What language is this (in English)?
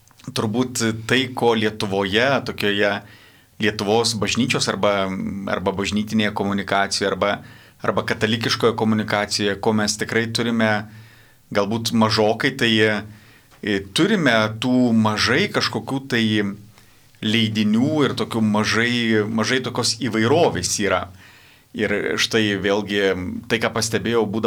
Lithuanian